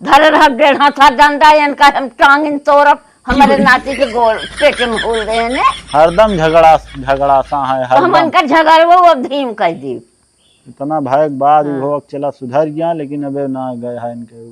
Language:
Awadhi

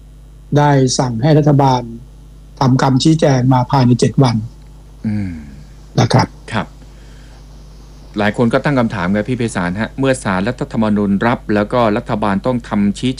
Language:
Thai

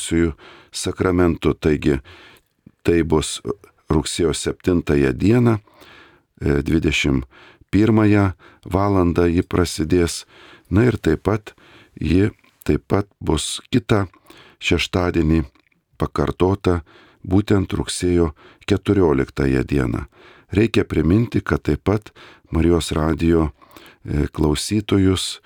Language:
Lithuanian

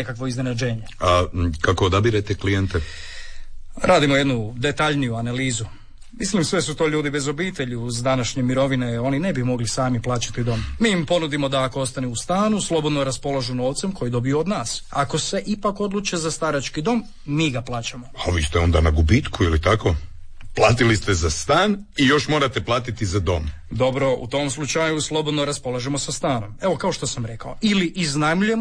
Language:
Croatian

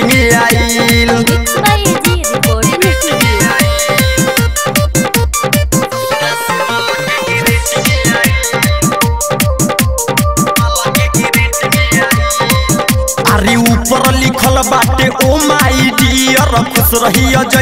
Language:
Bhojpuri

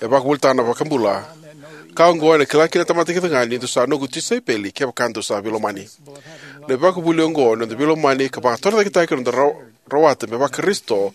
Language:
Fijian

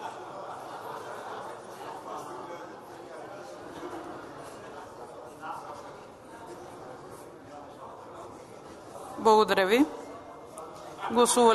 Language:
Bulgarian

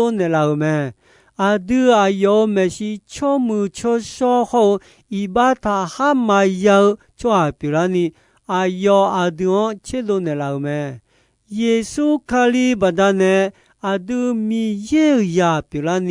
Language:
Akha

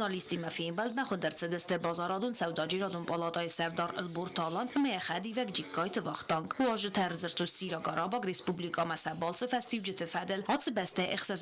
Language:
Ossetic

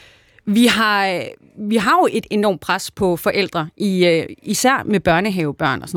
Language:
Danish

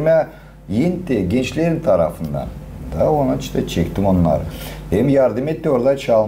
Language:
Gagauz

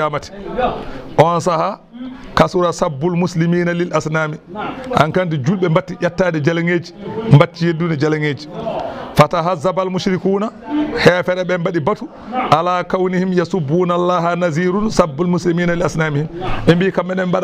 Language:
Fula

